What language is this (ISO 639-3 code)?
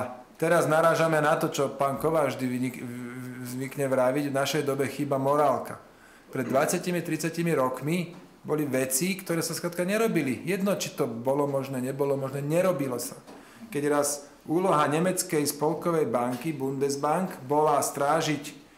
slk